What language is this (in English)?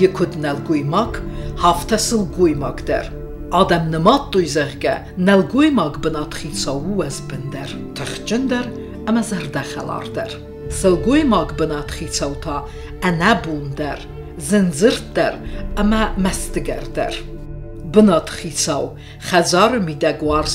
Ossetic